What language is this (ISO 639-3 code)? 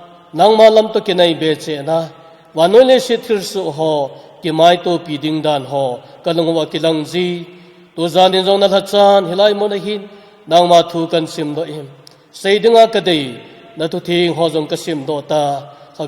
tcz